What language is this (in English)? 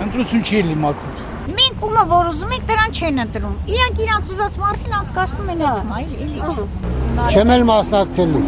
Armenian